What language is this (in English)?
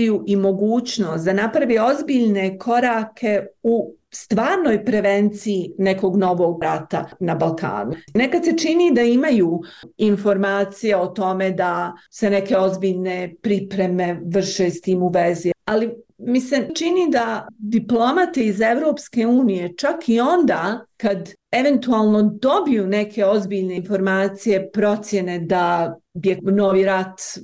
Bosnian